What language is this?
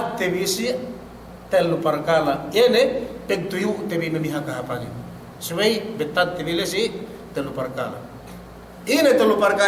Yakan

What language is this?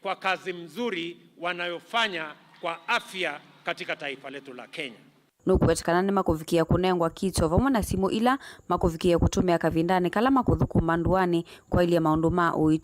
Kamba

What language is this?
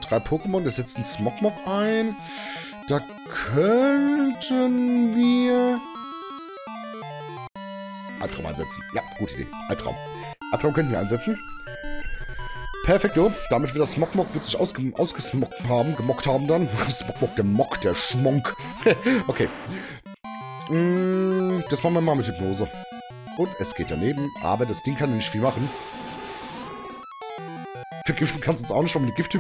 German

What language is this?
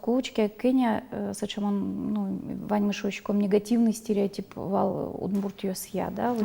Udmurt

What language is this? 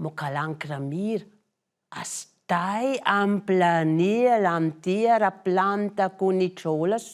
Romansh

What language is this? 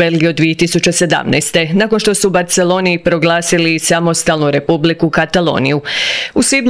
Croatian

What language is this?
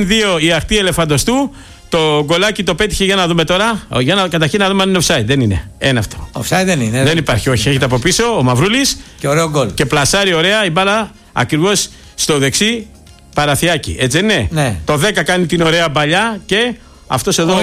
Greek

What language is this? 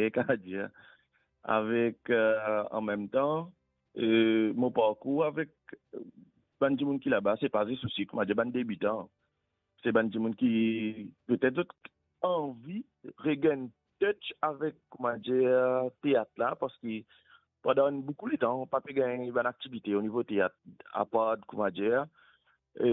Morisyen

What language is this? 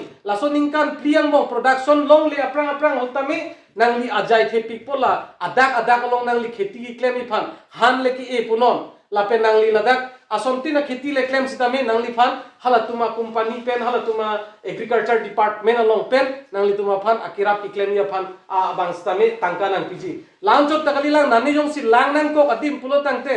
Karbi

